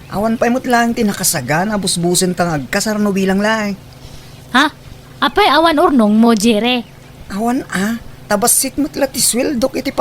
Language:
Iloko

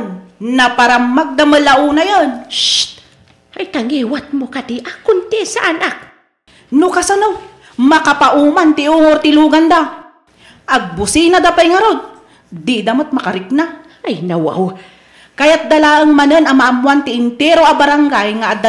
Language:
Iloko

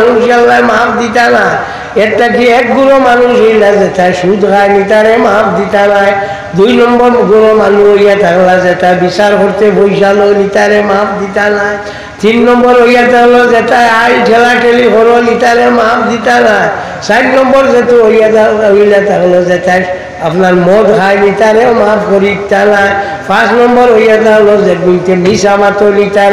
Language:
Sylheti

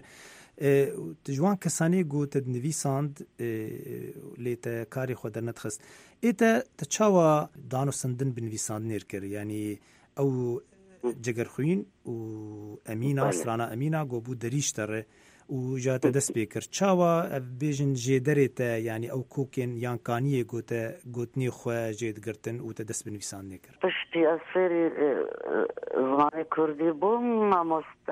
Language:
Central Kurdish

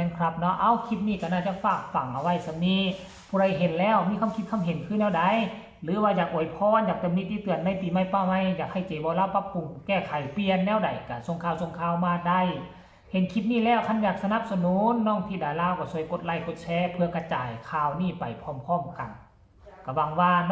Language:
Northeastern Thai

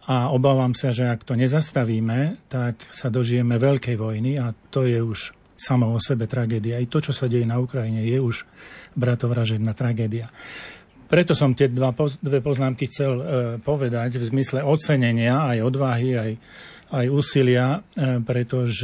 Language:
Slovak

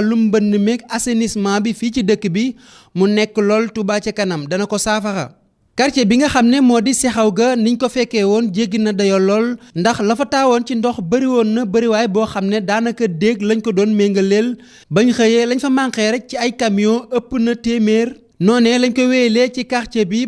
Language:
Wolof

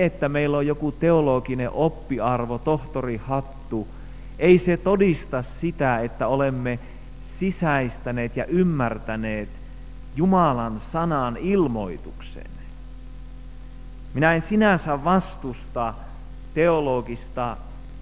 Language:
Finnish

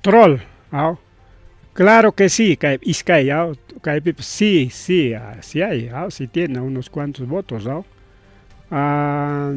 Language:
Ayacucho Quechua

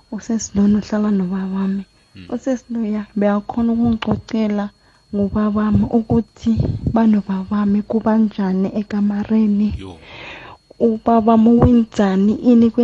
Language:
South Ndebele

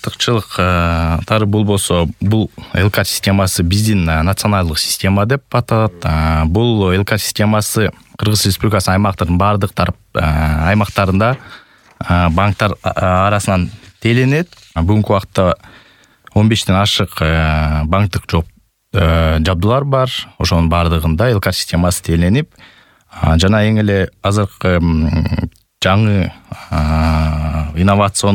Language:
Kyrgyz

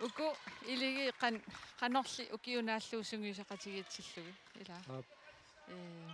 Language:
Kalaallisut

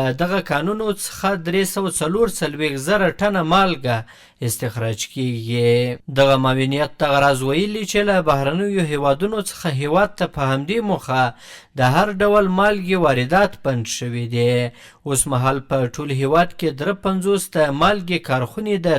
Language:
Pashto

